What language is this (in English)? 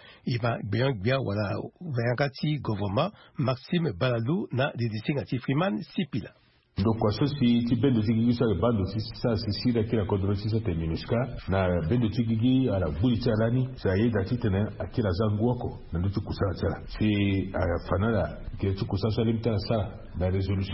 Sango